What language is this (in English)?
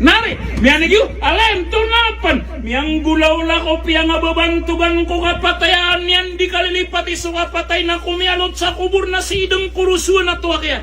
Maranao